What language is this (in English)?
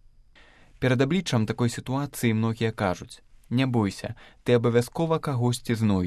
Belarusian